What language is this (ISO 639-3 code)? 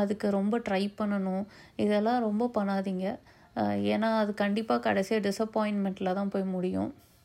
tam